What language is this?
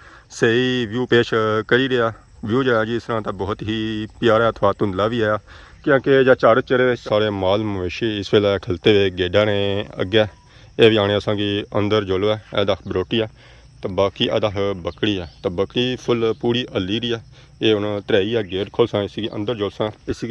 Pahari-Potwari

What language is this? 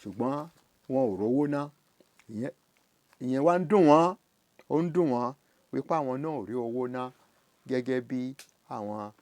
Yoruba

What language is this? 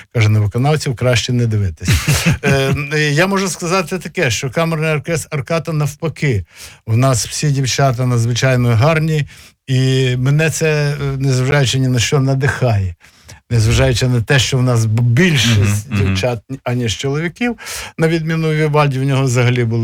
Ukrainian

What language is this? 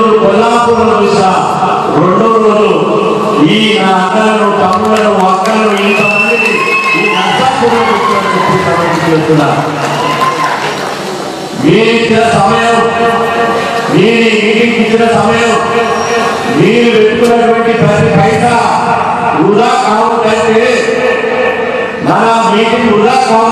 Telugu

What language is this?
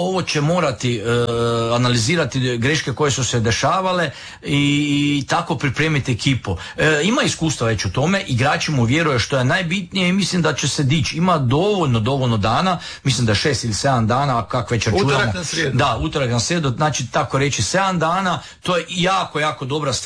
Croatian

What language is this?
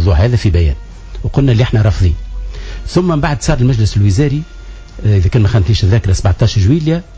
Tunisian Arabic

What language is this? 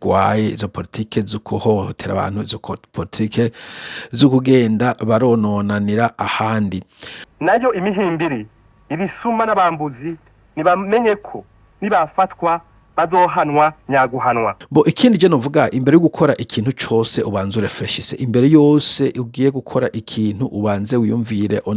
Rundi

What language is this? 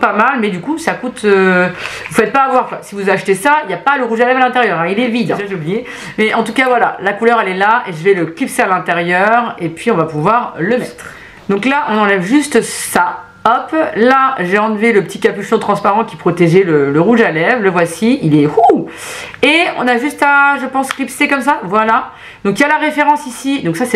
French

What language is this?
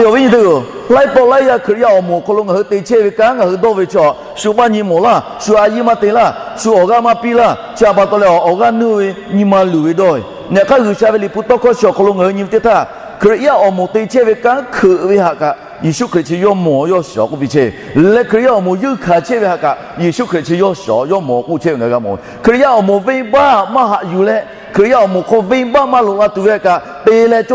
Lahu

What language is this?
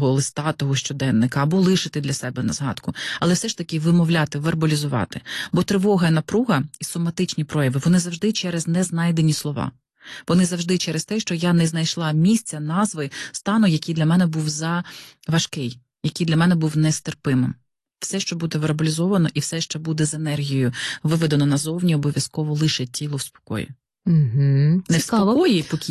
Ukrainian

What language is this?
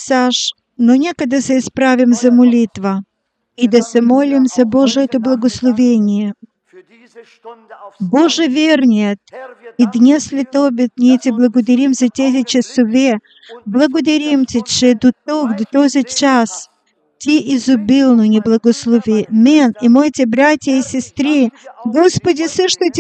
Bulgarian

